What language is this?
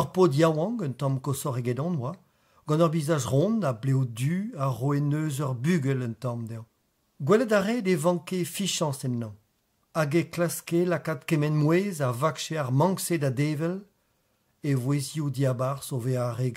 Breton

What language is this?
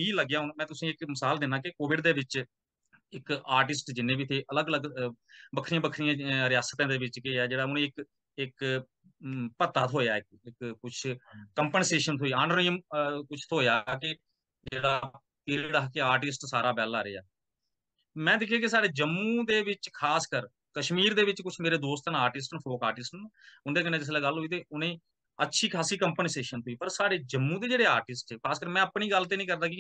Dogri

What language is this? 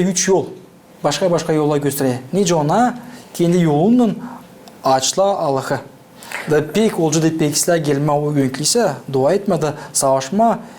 Gagauz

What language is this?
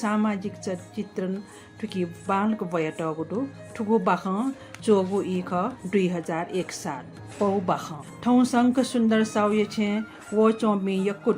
Newari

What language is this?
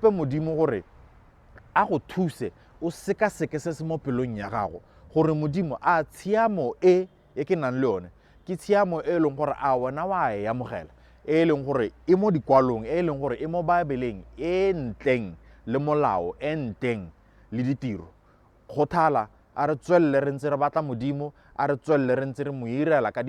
Tswana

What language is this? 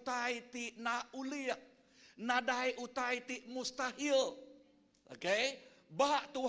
Iban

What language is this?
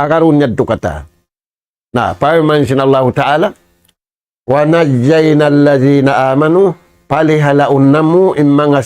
Tausug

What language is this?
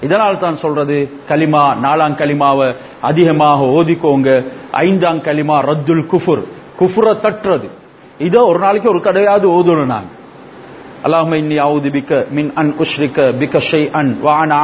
Tamil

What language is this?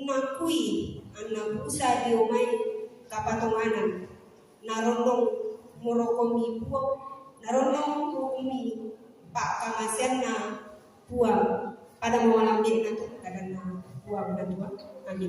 Toraja-Sa'dan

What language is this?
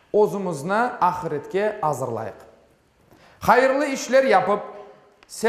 Crimean Tatar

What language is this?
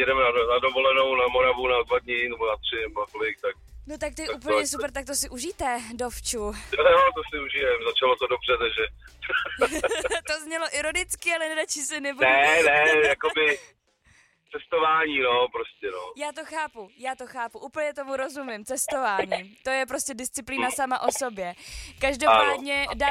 Czech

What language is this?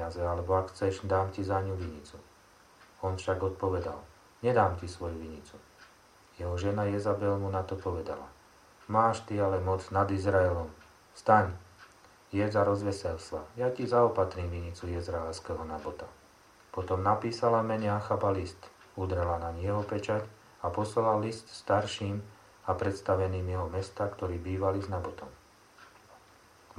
Slovak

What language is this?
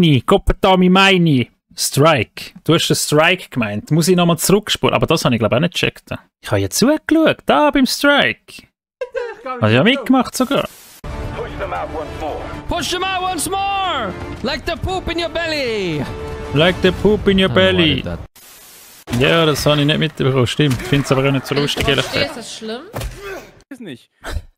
Swiss German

